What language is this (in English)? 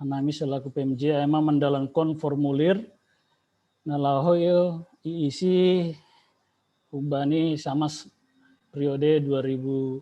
Batak Simalungun